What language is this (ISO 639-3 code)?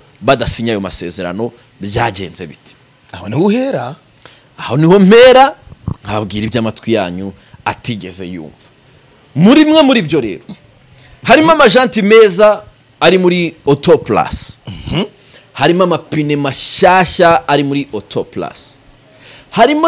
kin